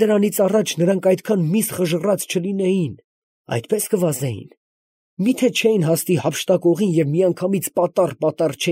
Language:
Armenian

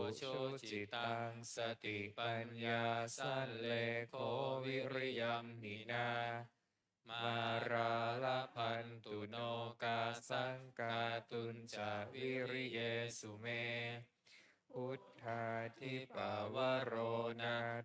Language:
Pali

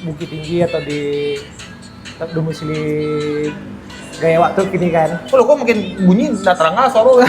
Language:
Minangkabau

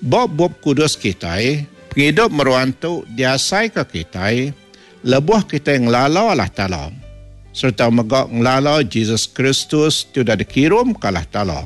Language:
Iban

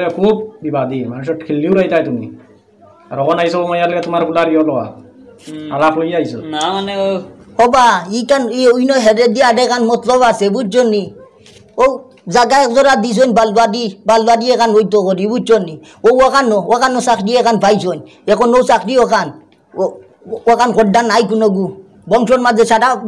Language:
Sylheti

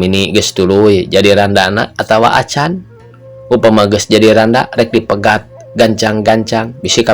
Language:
Sundanese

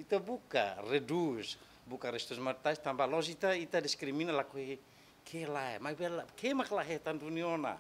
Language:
Tetum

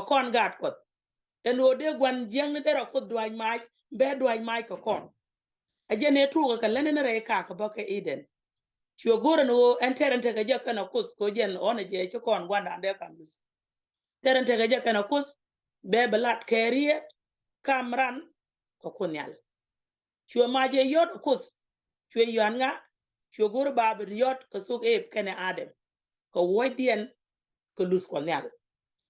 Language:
Nuer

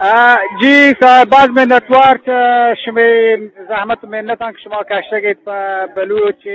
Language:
Eastern Balochi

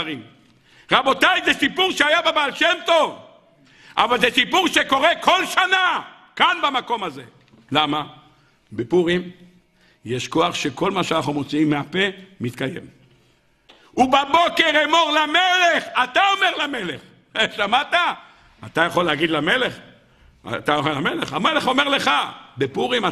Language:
Hebrew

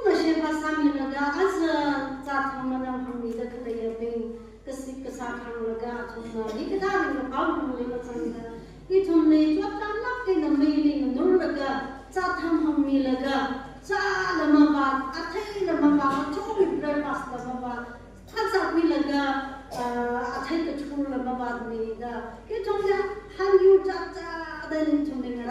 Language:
Tangkhul Naga (India)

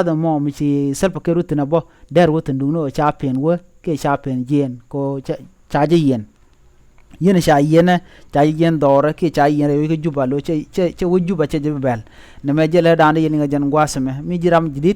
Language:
Nuer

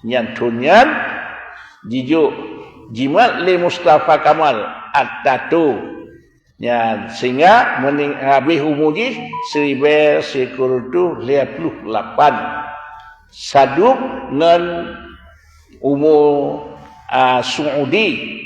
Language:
Achinese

